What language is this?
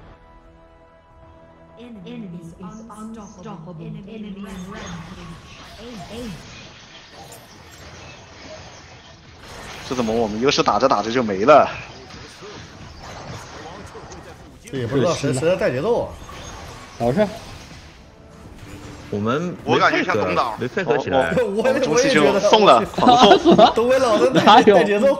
Chinese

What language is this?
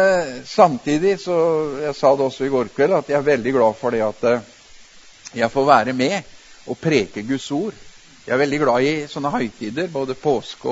Norwegian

